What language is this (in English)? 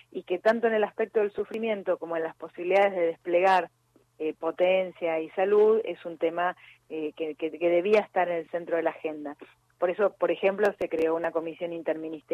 Spanish